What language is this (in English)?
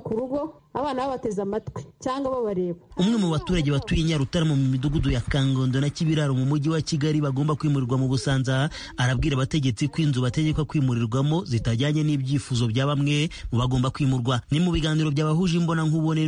Kinyarwanda